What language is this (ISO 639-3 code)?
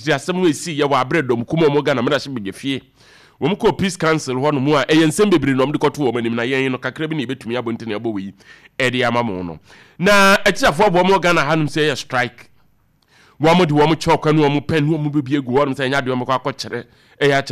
aka